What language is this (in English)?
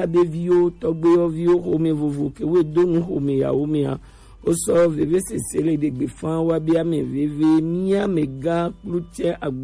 Gen